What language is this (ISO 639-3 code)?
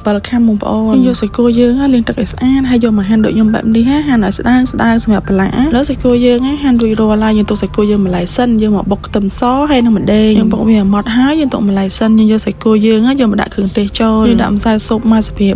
khm